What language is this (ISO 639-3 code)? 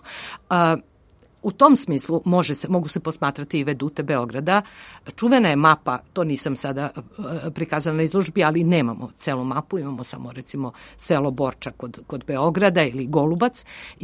srp